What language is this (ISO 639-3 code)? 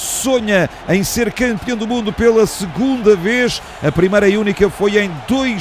por